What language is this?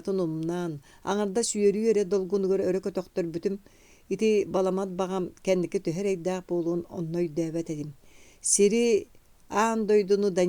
Yakut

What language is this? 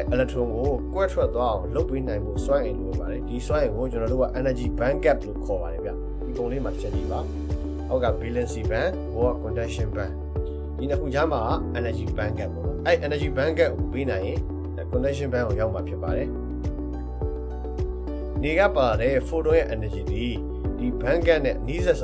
Burmese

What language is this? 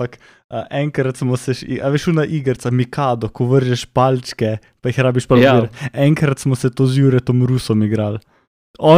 Slovenian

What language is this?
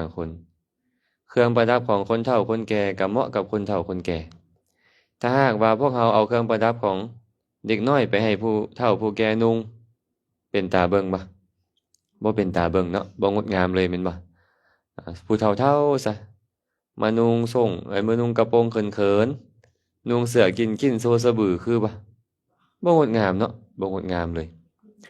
Lao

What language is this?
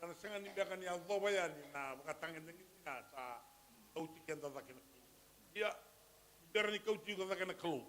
Fijian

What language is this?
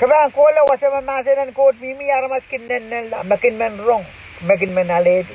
Pohnpeian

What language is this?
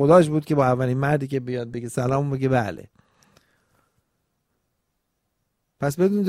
Persian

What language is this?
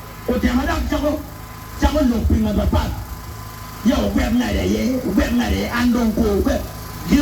Acoli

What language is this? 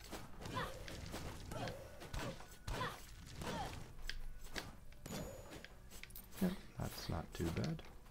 English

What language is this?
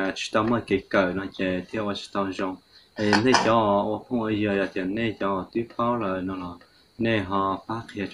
Hmong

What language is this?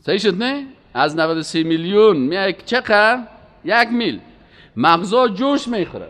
Persian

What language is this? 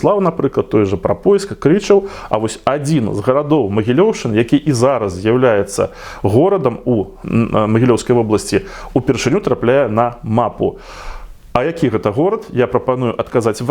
Belarusian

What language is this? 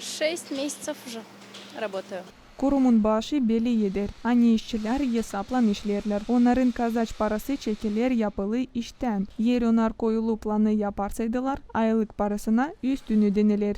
Gagauz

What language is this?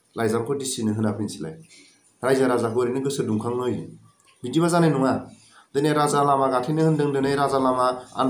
Bodo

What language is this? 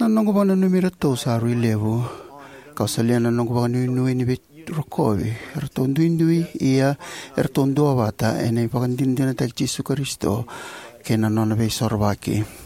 Fijian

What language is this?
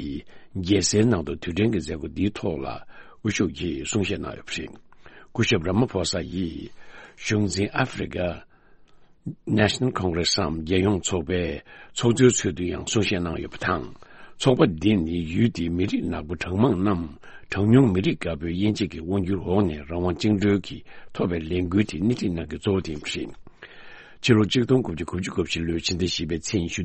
Tibetan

